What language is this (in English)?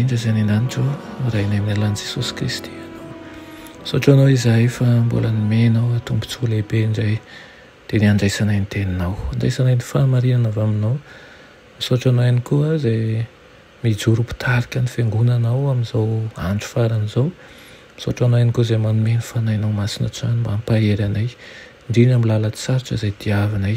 Malagasy